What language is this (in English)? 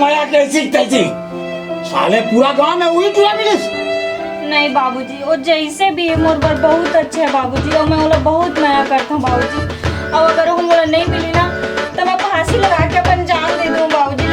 Chhattisgarhi